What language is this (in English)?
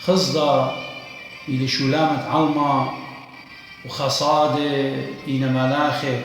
Assyrian Neo-Aramaic